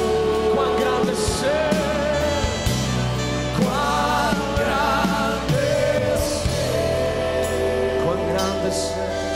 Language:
Spanish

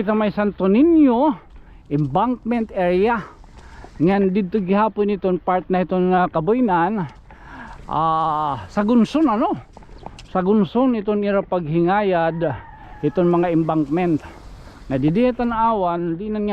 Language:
Waray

